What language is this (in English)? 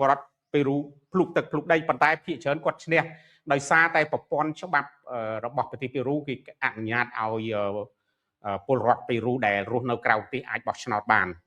Khmer